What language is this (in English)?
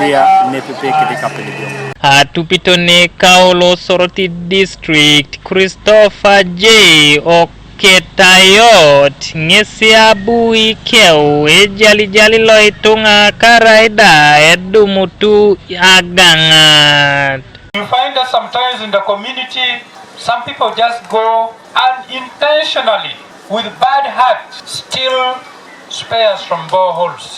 Teso